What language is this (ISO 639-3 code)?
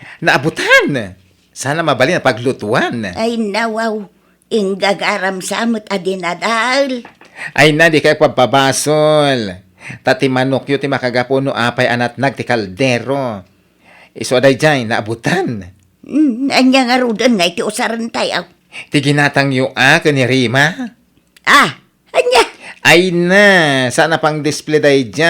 ilo